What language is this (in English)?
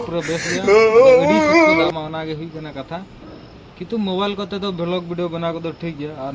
Santali